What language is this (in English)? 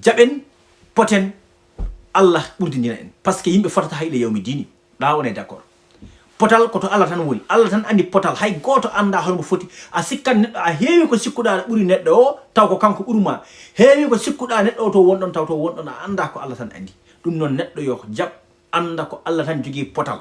Fula